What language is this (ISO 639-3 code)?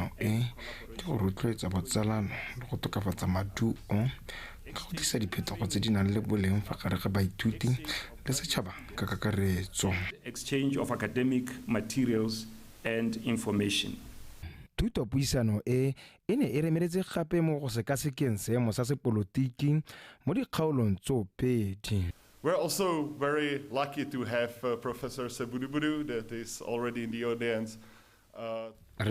tsn